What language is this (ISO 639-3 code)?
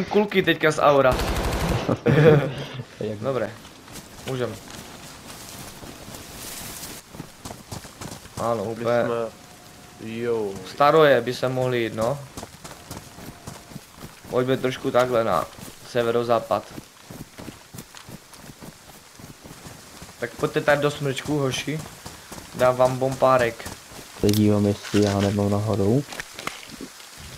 ces